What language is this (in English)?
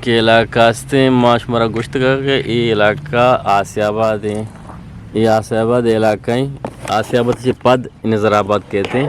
Eastern Balochi